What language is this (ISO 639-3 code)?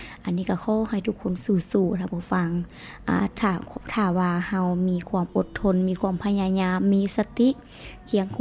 lao